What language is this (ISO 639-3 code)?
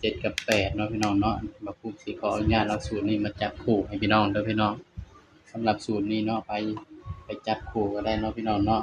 tts